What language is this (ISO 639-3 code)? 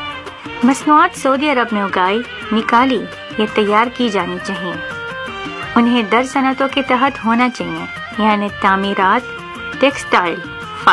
urd